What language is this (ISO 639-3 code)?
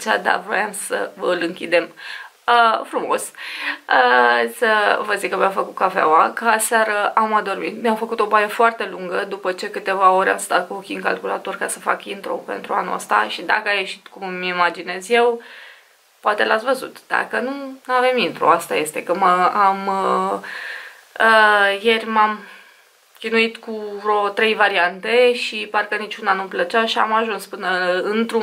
ron